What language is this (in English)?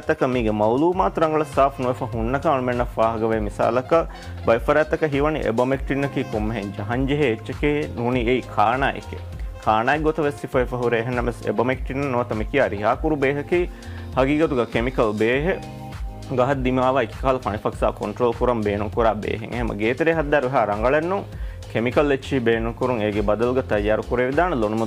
Divehi